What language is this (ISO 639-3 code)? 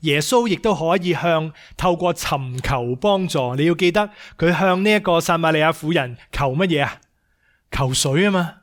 yue